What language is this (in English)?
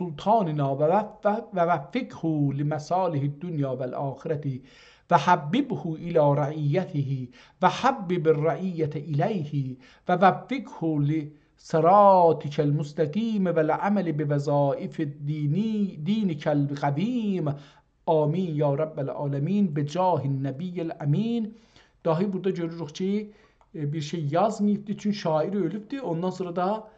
South Azerbaijani